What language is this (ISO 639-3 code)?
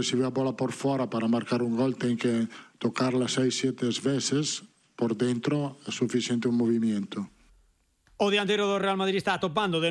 glg